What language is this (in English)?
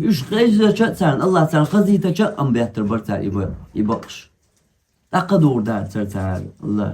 Chechen